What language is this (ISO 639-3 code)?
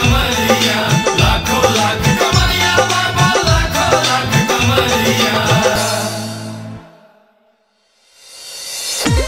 mai